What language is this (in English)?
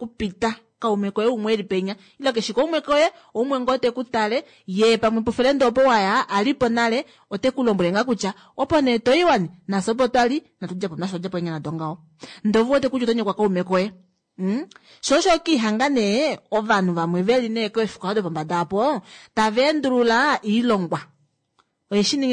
Kuanyama